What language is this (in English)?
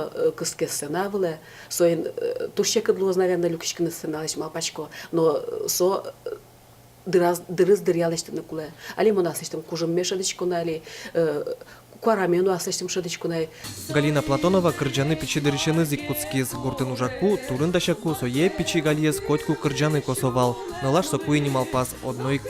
Udmurt